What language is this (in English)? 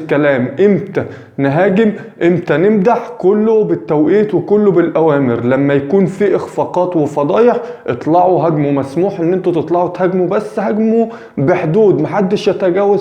Egyptian Arabic